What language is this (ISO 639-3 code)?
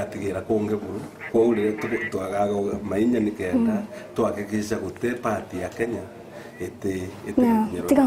mer